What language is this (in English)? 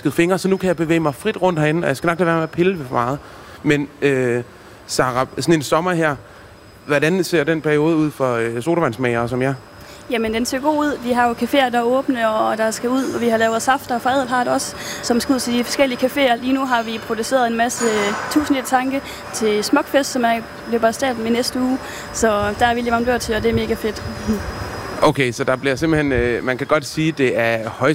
Danish